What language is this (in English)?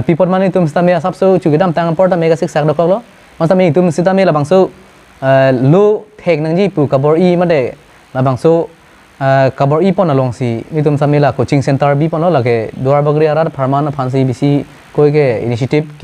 Karbi